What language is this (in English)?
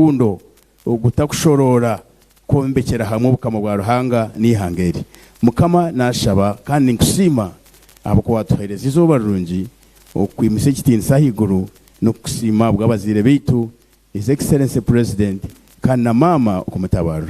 Nyankole